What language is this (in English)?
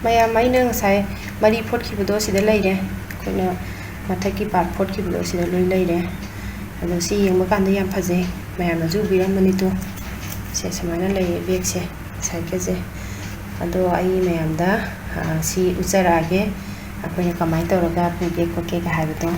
Manipuri